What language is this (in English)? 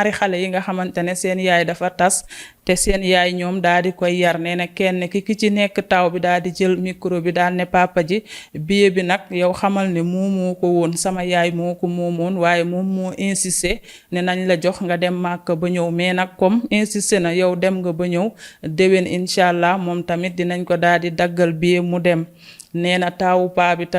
Wolof